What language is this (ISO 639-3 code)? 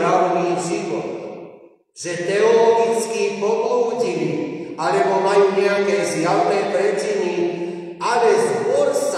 slk